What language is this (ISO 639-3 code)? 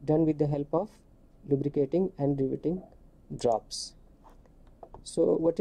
eng